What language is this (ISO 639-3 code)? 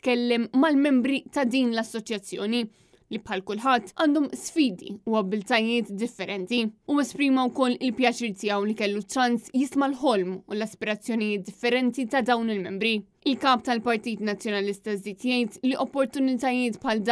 mlt